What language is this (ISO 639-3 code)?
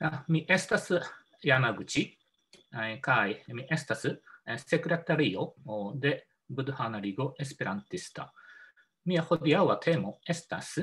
epo